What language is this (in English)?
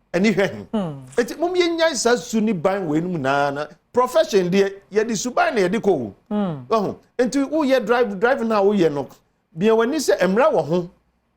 Akan